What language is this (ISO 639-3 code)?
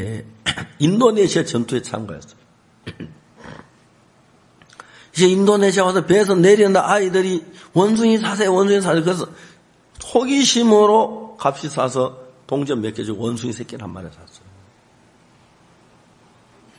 kor